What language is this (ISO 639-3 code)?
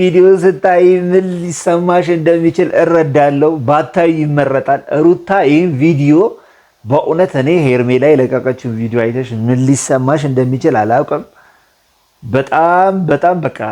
amh